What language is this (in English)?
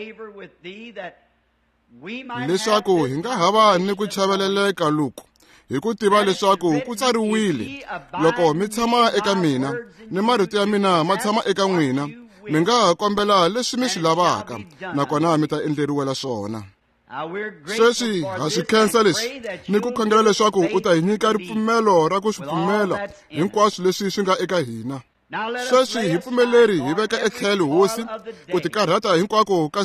Tsonga